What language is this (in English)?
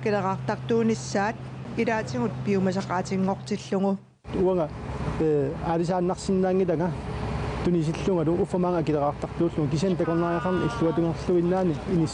Kalaallisut